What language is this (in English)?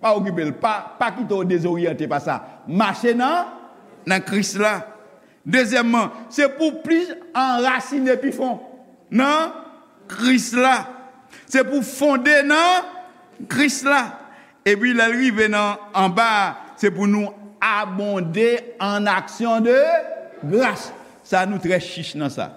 Haitian Creole